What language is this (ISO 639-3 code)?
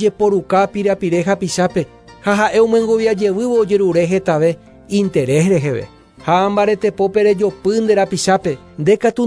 grn